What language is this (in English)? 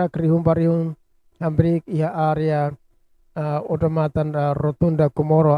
Tetum